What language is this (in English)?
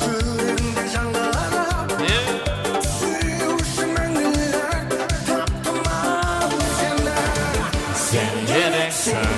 Kara-Kalpak